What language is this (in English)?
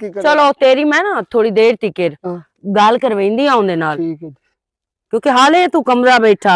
Western Panjabi